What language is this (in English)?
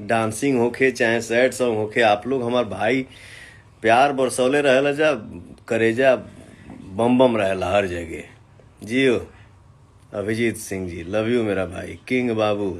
Bhojpuri